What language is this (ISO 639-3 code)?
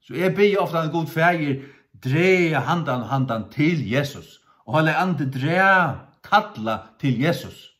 fao